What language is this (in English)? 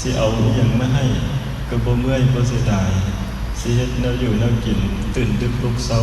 Northeastern Thai